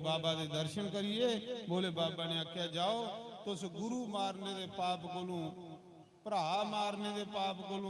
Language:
Dogri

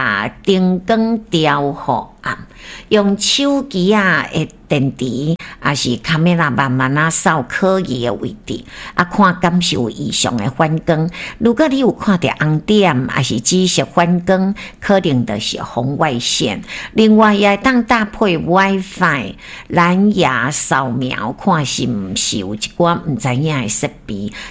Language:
Min Nan Chinese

